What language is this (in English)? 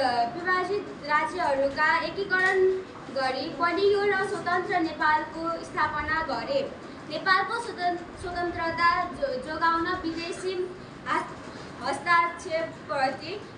Nepali